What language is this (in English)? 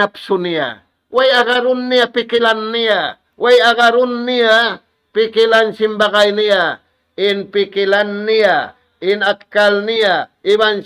Tausug